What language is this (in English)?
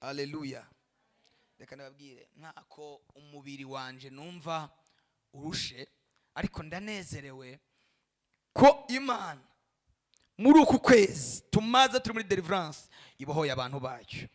Rundi